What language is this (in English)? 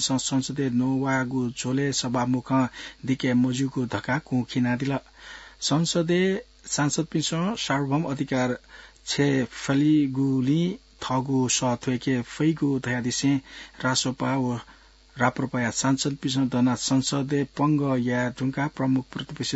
Newari